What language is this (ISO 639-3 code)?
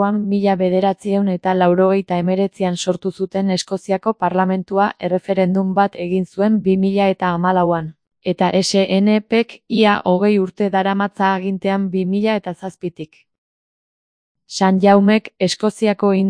eus